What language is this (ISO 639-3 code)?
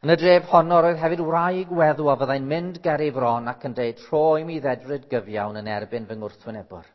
cym